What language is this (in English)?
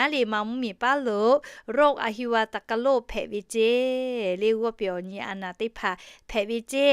Lahu